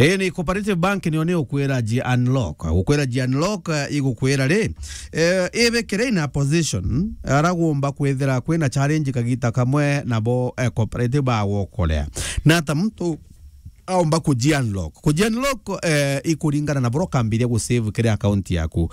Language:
Meru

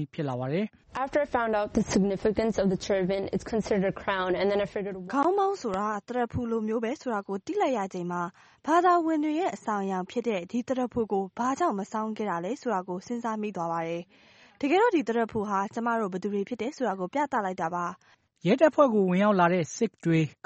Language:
Burmese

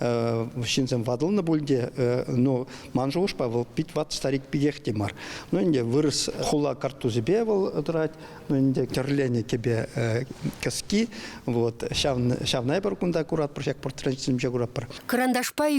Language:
Chuvash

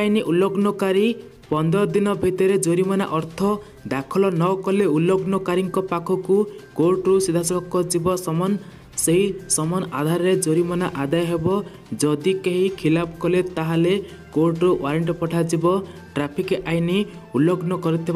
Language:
Odia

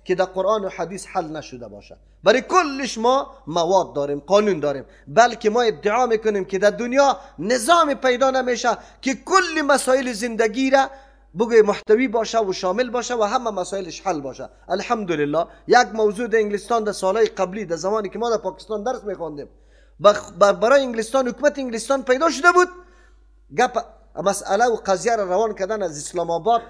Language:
Persian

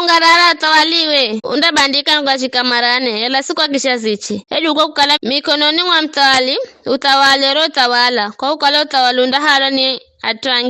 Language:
Giryama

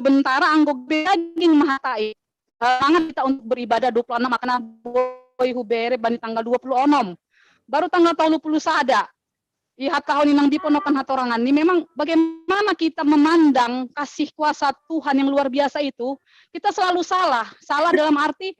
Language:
Batak Simalungun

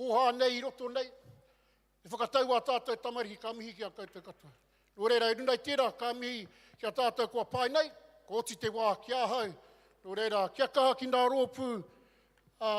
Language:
Māori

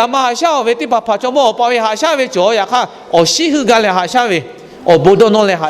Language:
Lahu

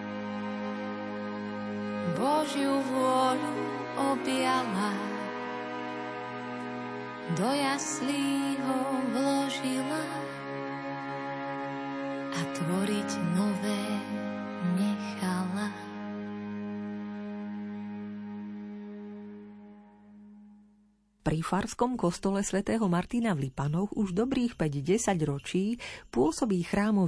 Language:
Slovak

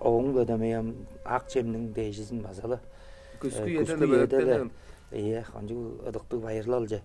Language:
Tuvinian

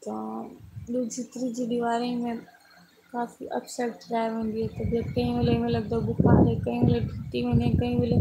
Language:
Saraiki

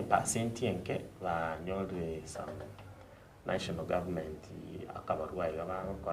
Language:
Gusii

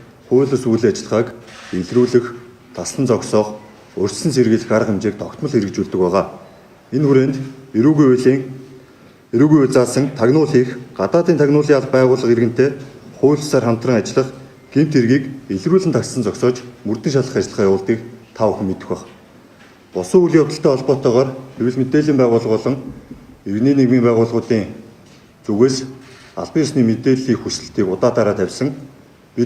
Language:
Mongolian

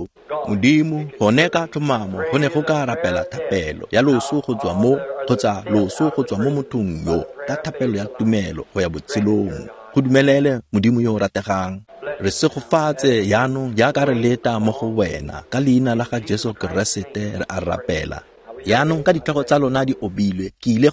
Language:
Tswana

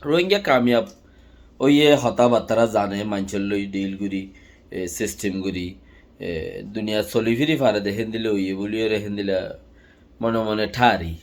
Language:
Rohingya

